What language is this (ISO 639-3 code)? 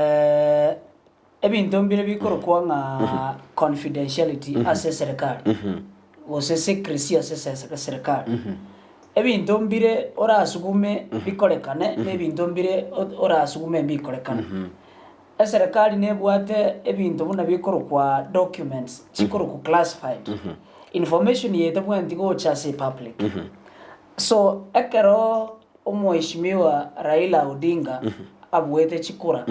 guz